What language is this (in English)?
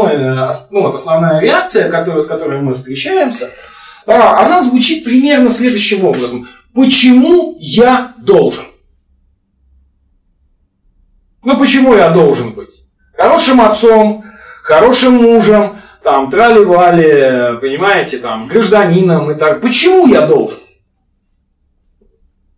Russian